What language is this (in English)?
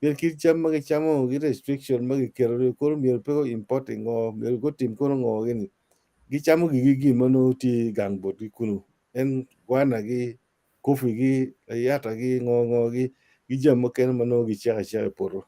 Acoli